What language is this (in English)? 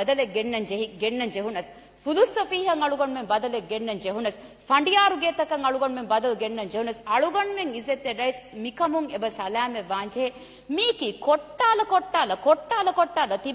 Divehi